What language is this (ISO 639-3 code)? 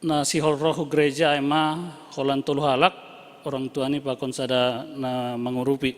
bts